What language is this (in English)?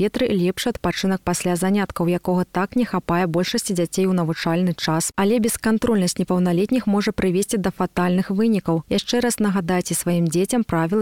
Belarusian